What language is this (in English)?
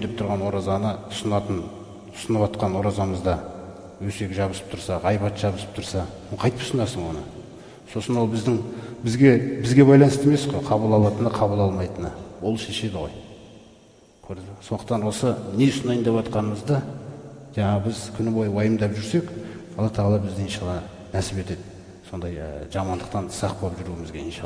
Kazakh